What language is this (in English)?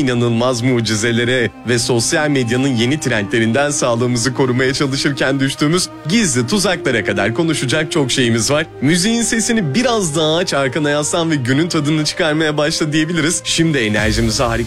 Turkish